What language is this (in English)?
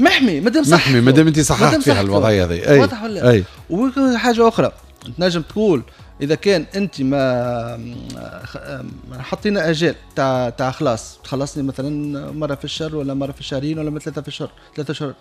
Tunisian Arabic